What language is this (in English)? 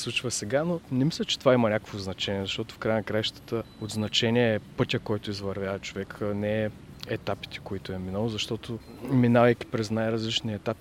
Bulgarian